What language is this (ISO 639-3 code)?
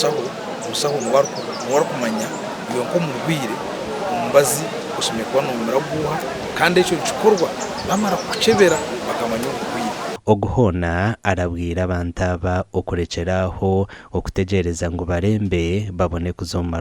nyn